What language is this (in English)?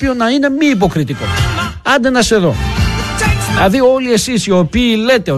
Greek